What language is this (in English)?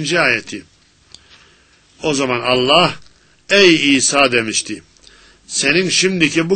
Turkish